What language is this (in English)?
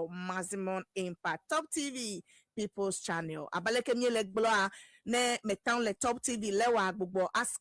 Ewe